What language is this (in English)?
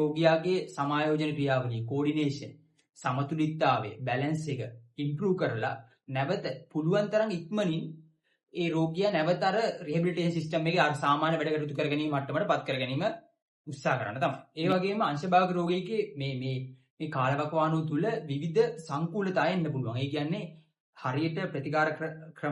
Sinhala